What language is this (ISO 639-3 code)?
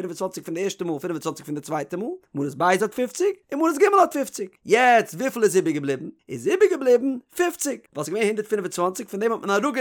yid